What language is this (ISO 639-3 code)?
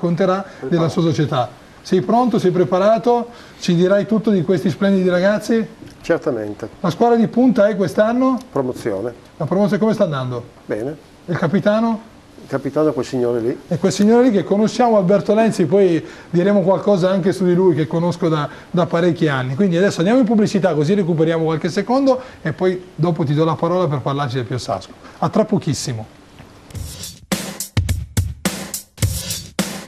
ita